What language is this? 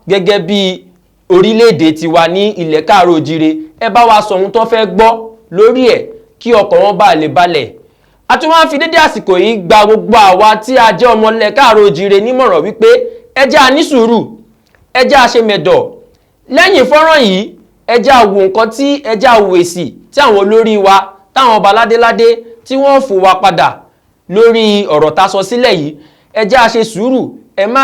Yoruba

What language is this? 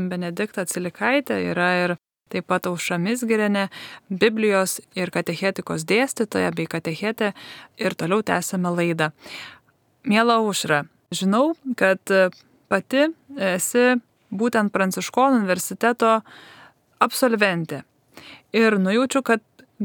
Lithuanian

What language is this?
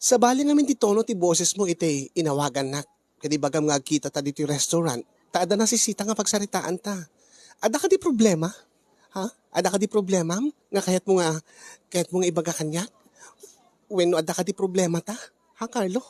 Iloko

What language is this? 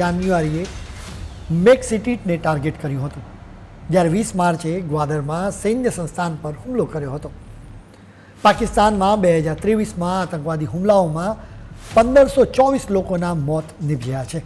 Gujarati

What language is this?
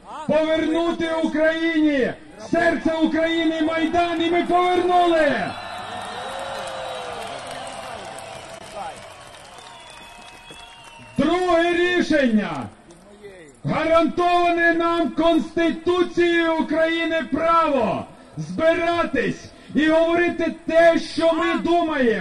Ukrainian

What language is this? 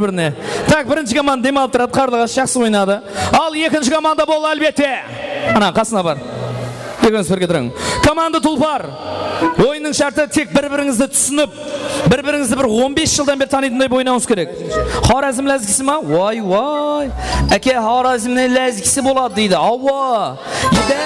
Kara-Kalpak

